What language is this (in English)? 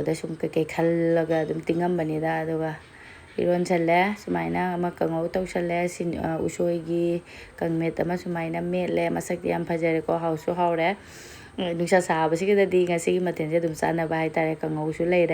Manipuri